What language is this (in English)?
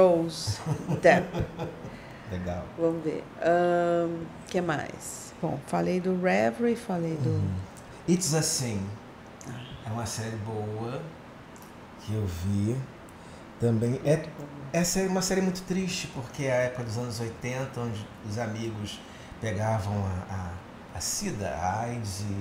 Portuguese